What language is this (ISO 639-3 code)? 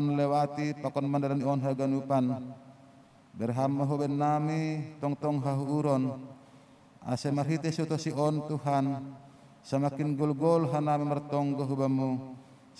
bts